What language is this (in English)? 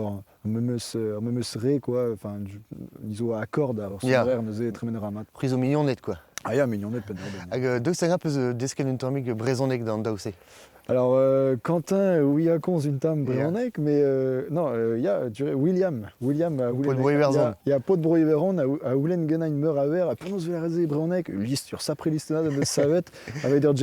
Breton